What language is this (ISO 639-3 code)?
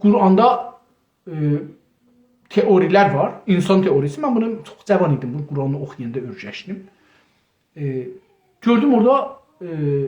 azb